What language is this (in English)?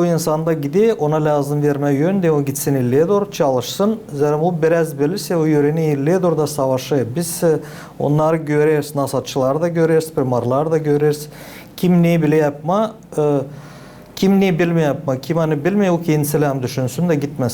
Gagauz